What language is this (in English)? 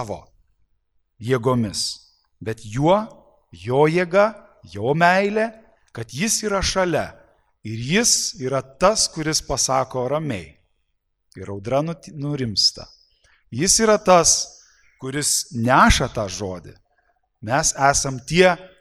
Lithuanian